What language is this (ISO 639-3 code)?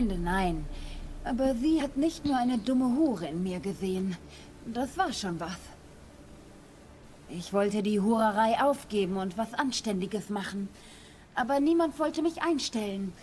deu